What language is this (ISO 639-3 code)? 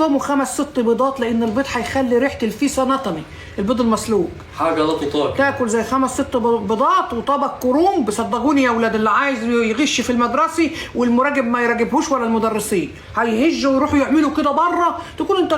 arz